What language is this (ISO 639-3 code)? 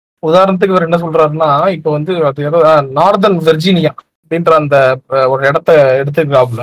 tam